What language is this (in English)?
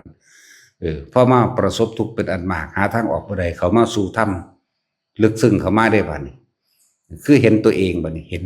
Northeastern Thai